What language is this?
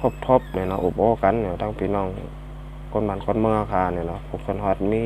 Shan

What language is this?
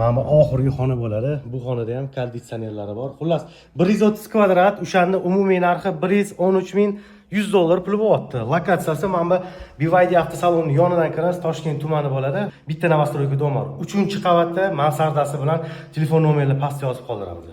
Uzbek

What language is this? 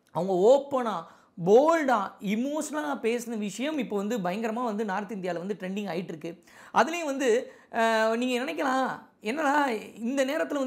Tamil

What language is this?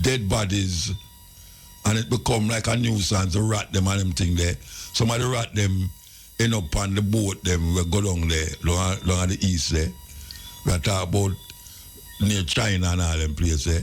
Jamaican Creole English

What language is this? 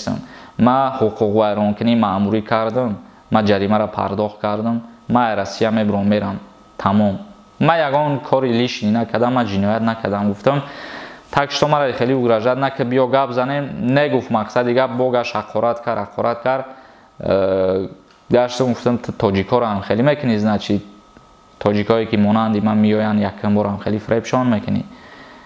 Tajik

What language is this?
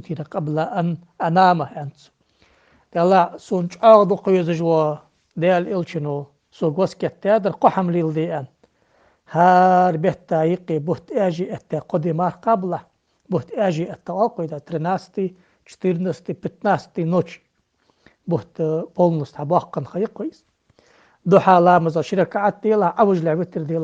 Ingush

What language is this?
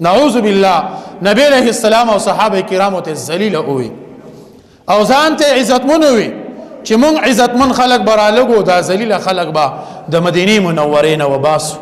Pashto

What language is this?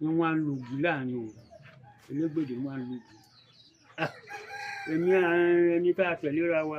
Yoruba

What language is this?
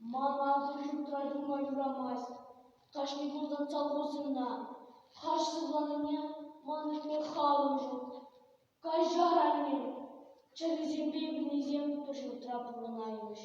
Chuvash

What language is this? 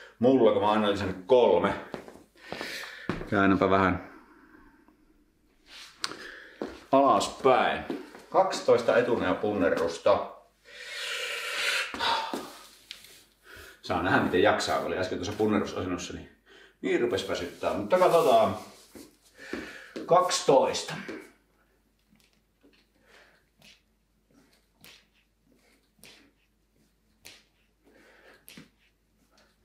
Finnish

